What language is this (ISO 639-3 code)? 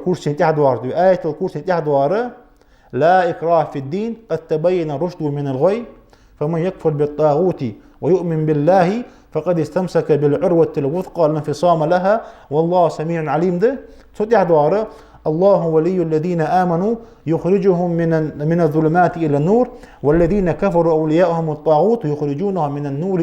inh